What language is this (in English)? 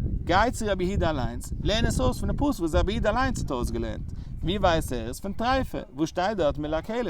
Yiddish